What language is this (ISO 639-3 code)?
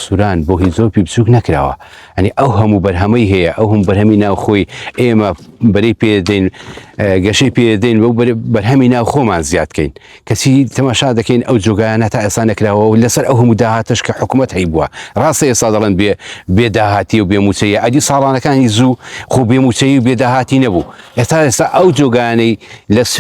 ckb